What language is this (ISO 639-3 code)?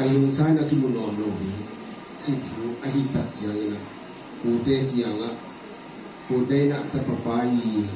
ctd